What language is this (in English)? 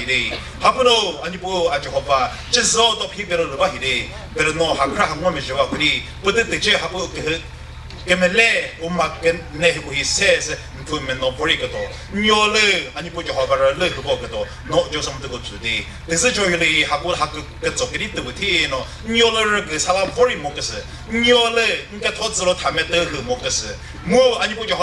Chokri Naga